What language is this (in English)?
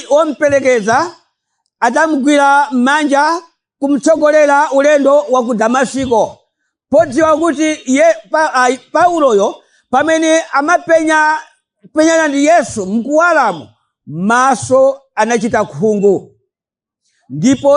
Nyanja